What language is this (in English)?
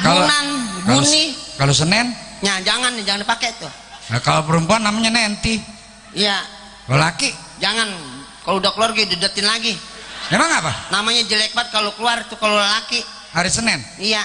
Betawi